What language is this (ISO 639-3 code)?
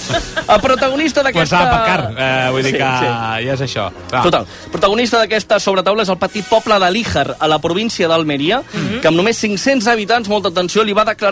cat